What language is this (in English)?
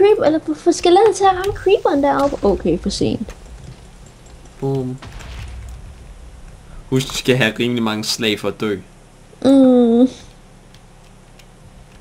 Danish